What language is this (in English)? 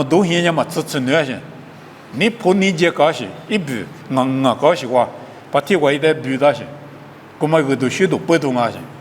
Lisu